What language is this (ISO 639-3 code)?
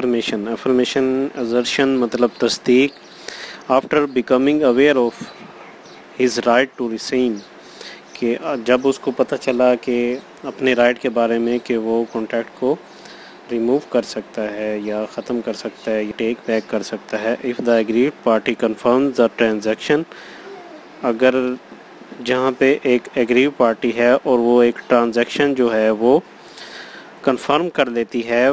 urd